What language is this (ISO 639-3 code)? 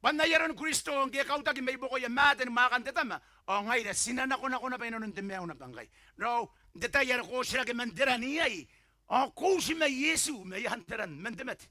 gil